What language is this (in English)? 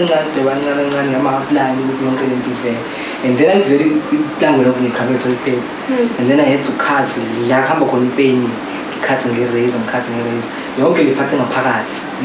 Zulu